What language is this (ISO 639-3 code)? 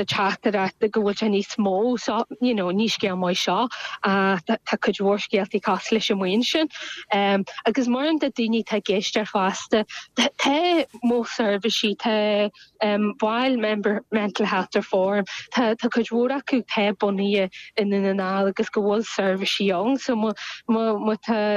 gle